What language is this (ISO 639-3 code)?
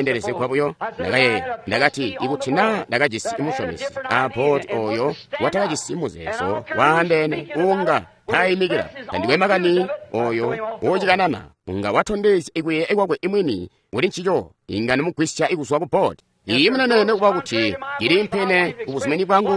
toi